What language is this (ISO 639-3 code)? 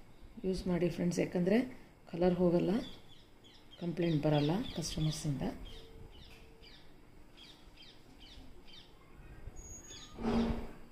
kan